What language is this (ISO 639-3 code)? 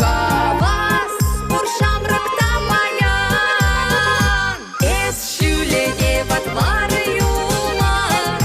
chv